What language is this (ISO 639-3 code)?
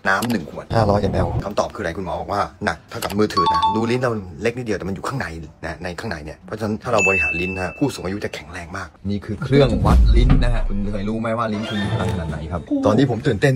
tha